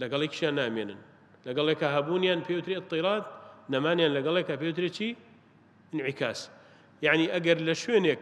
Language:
Central Kurdish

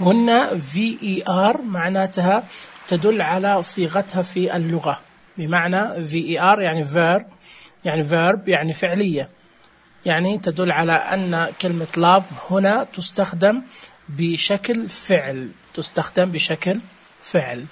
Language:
Najdi Arabic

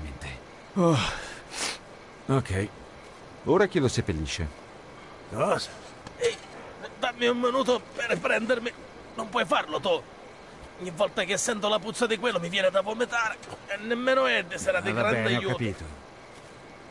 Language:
Italian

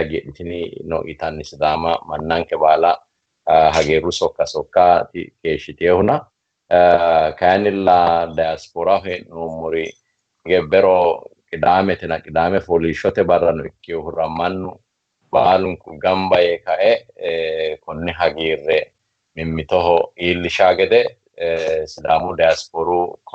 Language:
Sidamo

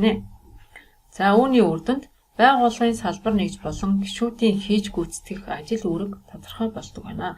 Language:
Mongolian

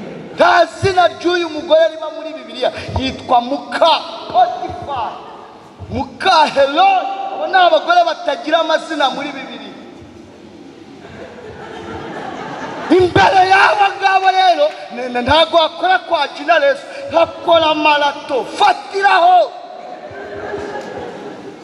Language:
Kinyarwanda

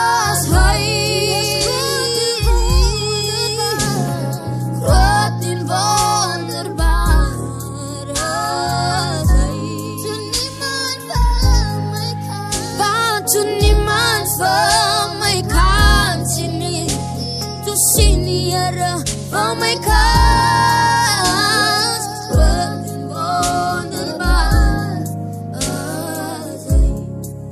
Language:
Afrikaans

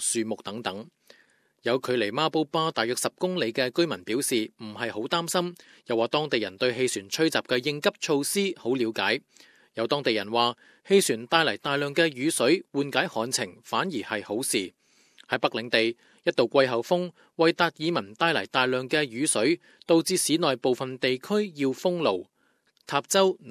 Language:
Cantonese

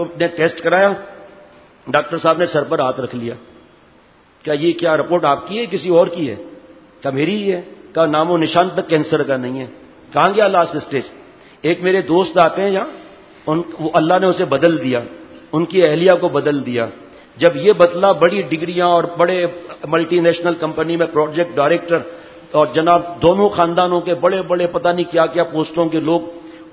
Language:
Urdu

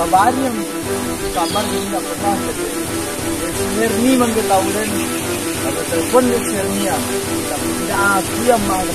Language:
Minangkabau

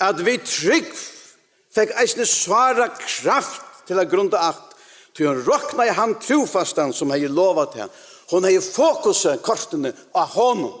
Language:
Faroese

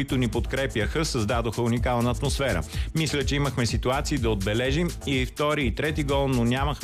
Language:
Bulgarian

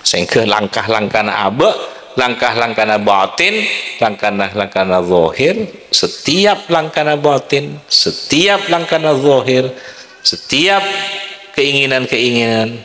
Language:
Madurese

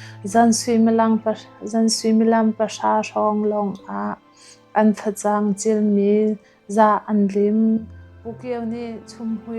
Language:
Hakha Chin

